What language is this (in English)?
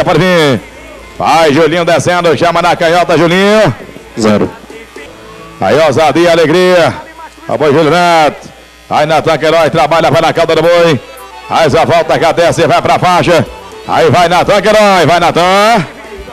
Portuguese